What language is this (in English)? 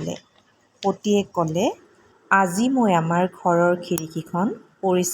Assamese